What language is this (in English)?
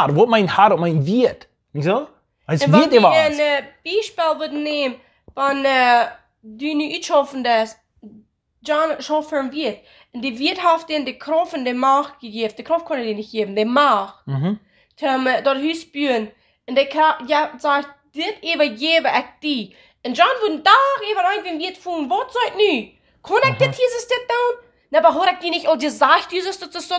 Plautdietsch